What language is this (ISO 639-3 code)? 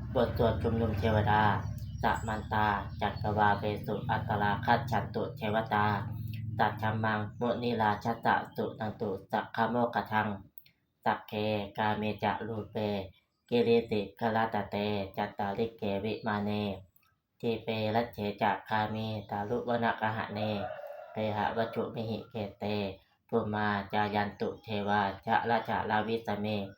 pli